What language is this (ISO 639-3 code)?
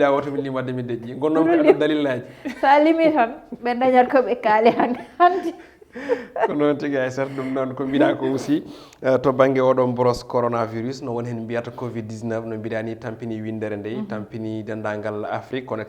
ful